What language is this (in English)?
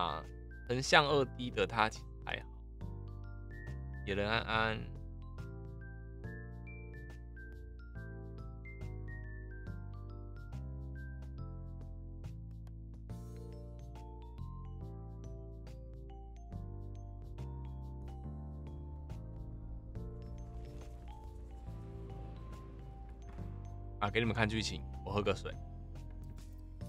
Chinese